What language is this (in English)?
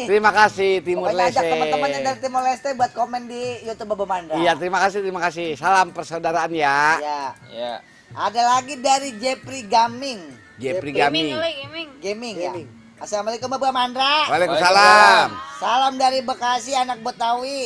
Betawi